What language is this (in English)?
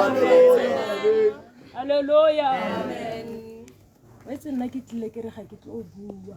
Tswana